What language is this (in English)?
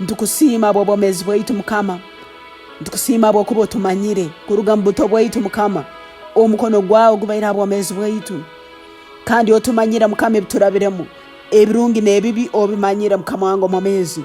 Tooro